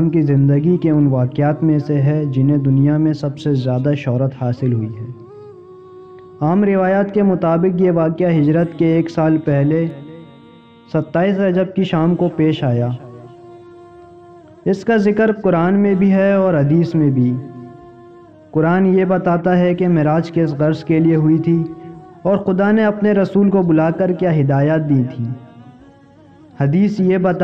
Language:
Urdu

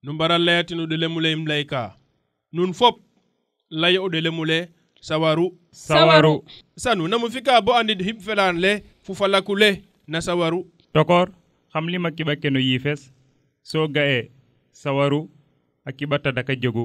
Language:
Serer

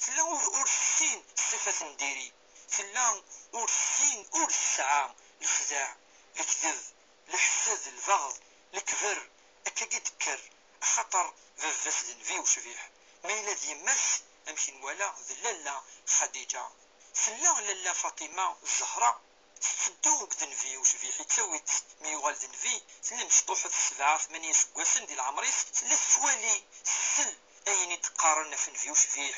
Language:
Kabyle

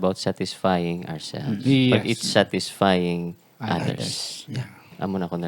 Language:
Hiligaynon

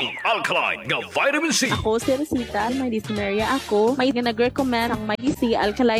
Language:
Filipino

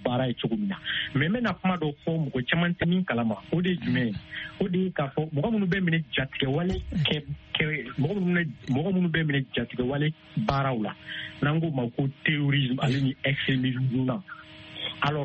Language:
Bambara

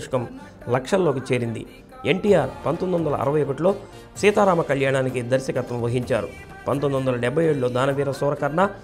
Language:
Telugu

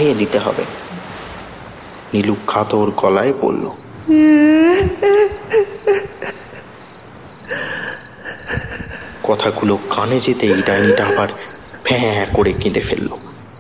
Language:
Bangla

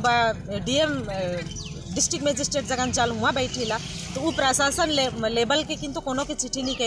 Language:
Sadri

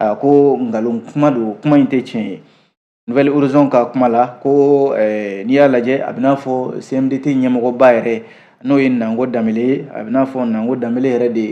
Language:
Bambara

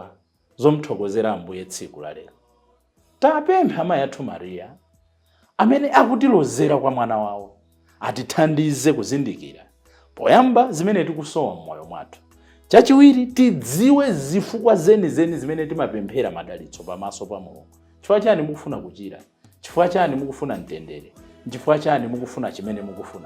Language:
Nyanja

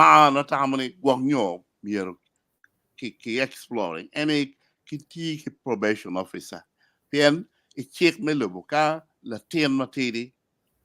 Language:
Acoli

